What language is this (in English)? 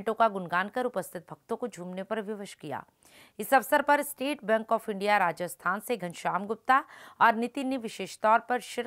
Hindi